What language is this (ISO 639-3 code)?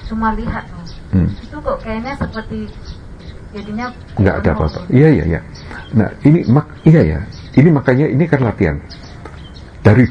ind